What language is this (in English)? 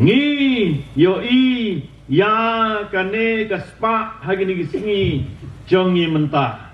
Khasi